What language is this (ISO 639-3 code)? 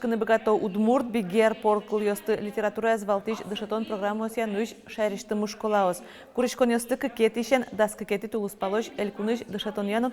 udm